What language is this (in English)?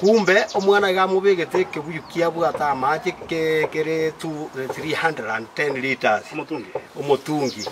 Gusii